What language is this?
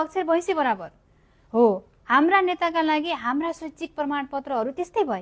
Nepali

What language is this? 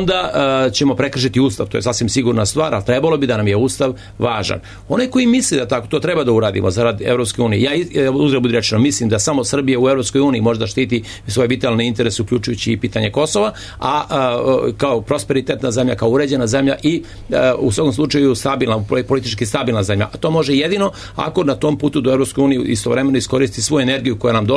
Serbian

